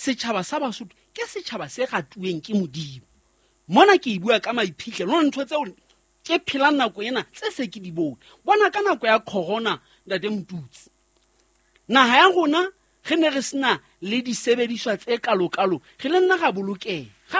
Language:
Southern Sotho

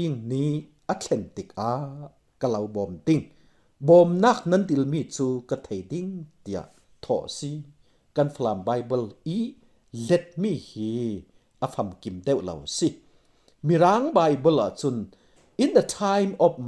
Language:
Falam Chin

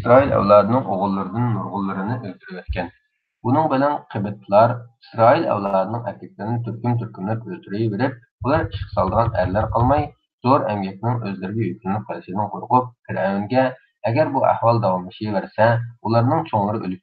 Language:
Uyghur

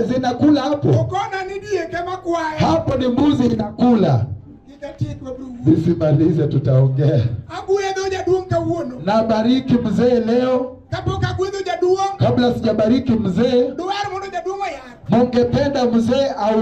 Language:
Luo (Kenya and Tanzania)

